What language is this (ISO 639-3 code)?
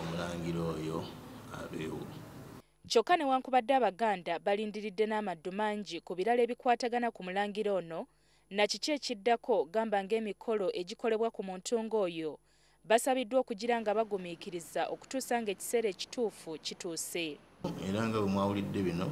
lug